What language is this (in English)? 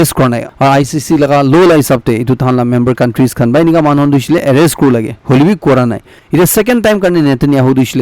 Naga Pidgin